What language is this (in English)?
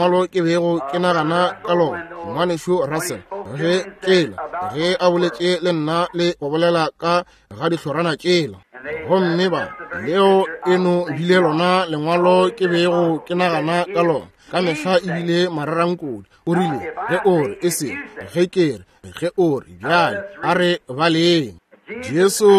Northern Sotho